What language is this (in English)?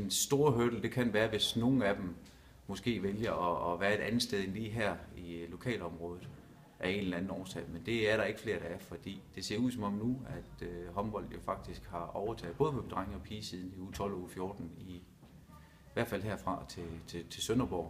Danish